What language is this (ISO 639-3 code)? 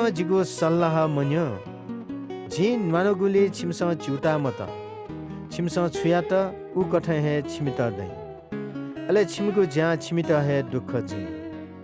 new